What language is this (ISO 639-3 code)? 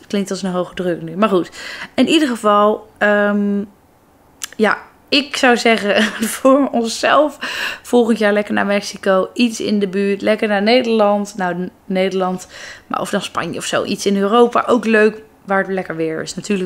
nld